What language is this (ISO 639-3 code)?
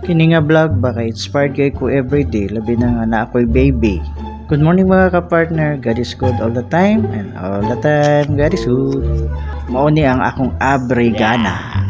ceb